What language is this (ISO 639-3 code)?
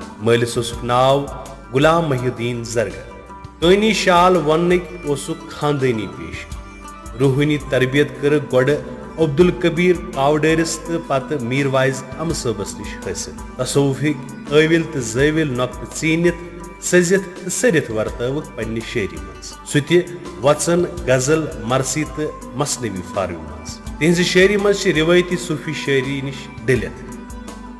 kas